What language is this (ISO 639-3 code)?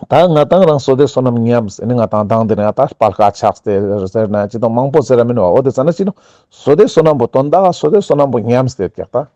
lbj